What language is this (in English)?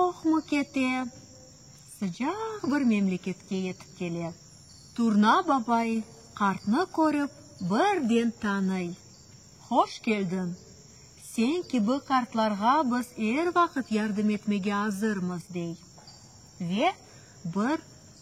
Crimean Tatar